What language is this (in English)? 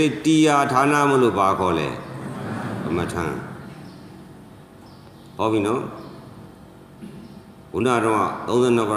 Burmese